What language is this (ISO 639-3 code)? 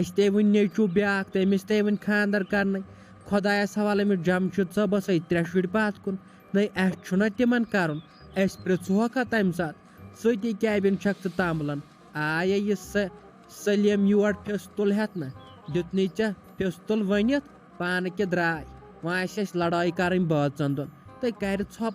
kas